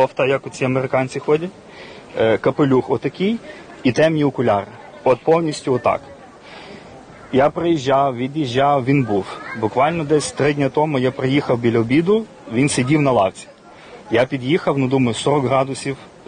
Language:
Ukrainian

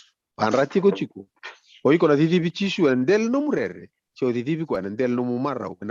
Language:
Fijian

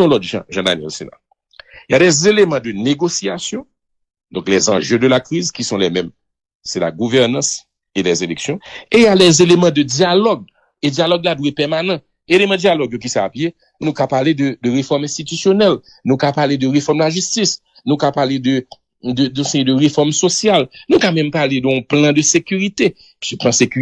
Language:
Haitian Creole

